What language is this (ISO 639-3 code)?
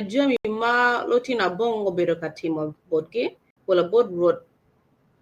ach